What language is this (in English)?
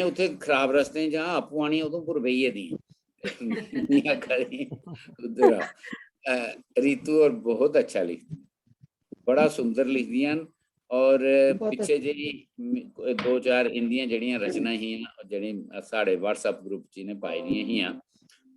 Dogri